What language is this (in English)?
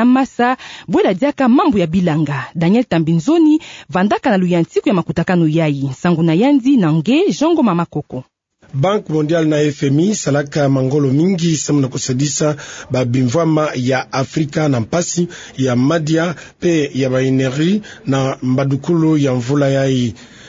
Kituba (Democratic Republic of Congo)